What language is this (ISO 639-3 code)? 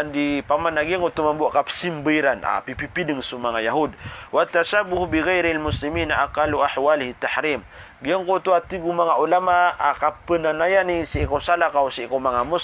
mrw